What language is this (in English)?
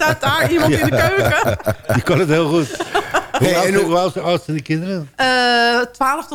Dutch